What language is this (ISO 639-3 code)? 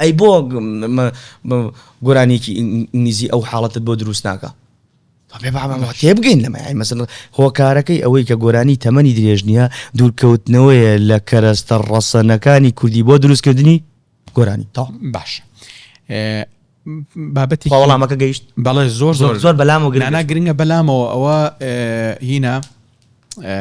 ckb